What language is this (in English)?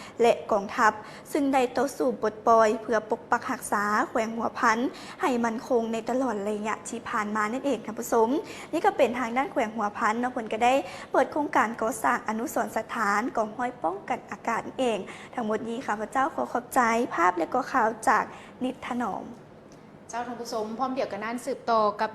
Lao